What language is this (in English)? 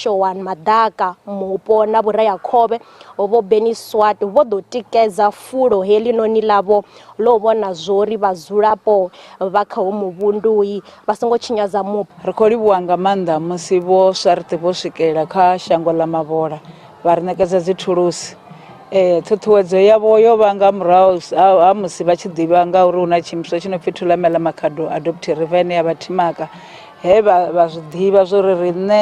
Venda